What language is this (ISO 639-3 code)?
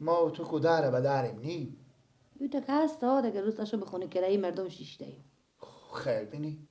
fas